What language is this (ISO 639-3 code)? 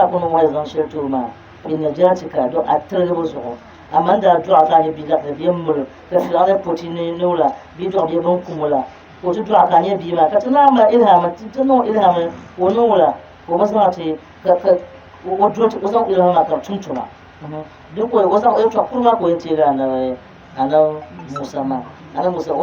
dag